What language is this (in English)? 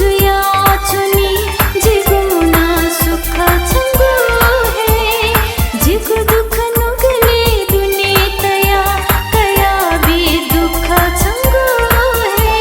Newari